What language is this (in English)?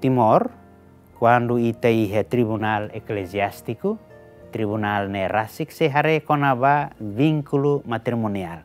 Tetum